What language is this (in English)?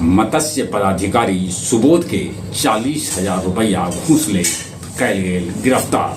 Magahi